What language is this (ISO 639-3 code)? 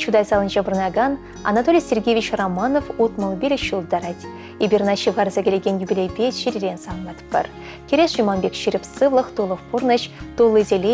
chv